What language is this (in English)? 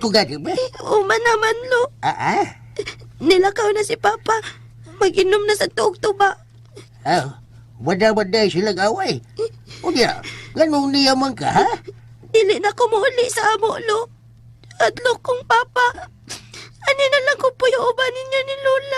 Cebuano